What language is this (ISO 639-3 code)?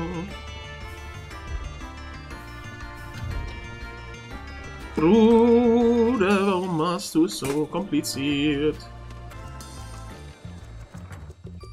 deu